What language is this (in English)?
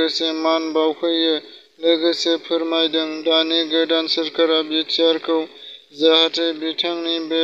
Bodo